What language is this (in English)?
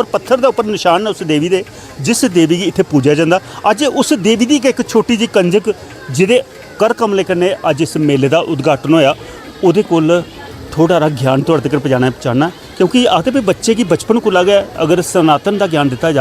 Dogri